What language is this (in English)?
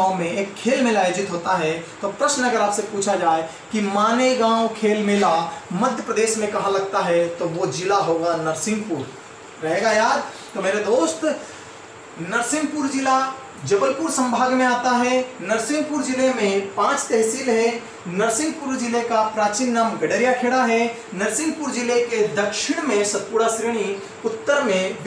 Hindi